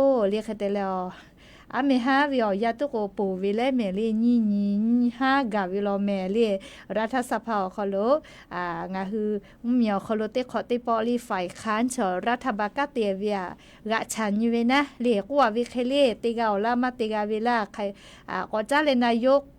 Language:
Lahu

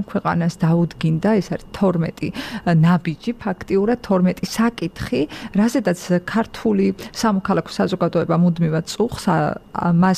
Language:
Georgian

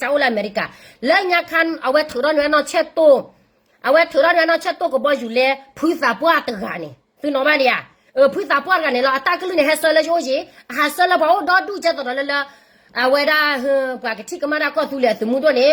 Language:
S'gaw Karen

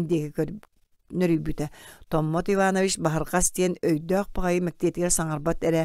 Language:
Yakut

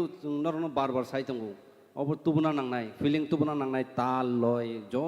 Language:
Kok Borok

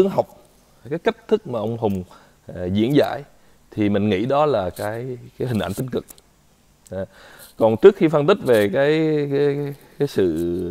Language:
Vietnamese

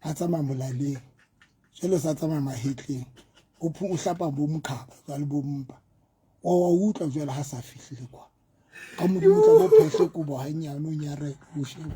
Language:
Southern Sotho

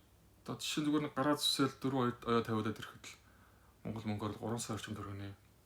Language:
Mongolian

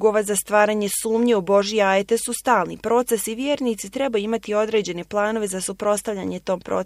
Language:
Bosnian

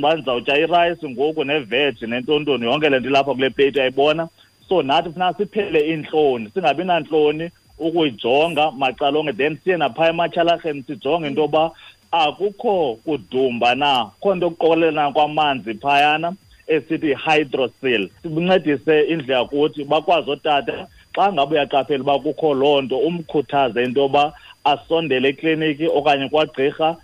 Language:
Xhosa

